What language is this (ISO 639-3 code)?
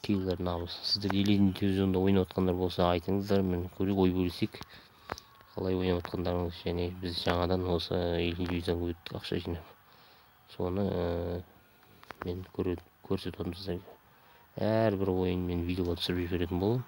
kaz